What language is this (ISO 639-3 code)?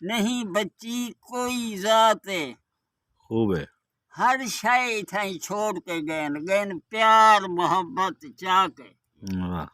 skr